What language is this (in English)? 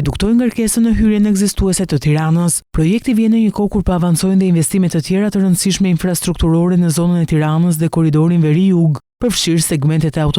Albanian